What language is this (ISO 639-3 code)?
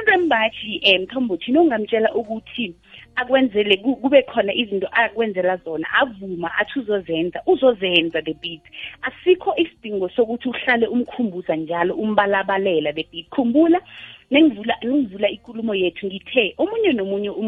nbl